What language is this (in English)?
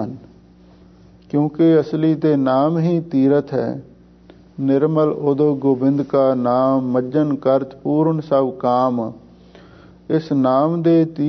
Punjabi